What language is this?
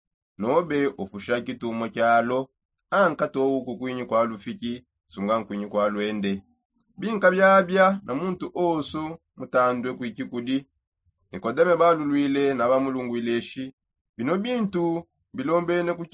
Songe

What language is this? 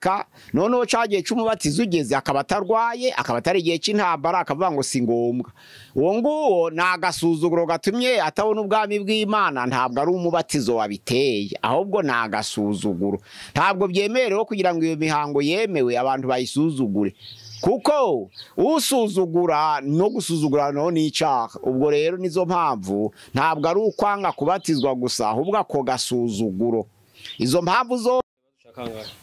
Kinyarwanda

